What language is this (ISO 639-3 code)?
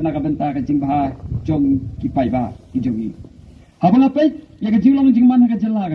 kha